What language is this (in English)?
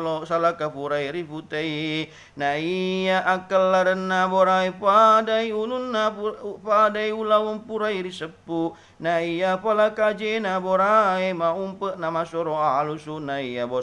Buginese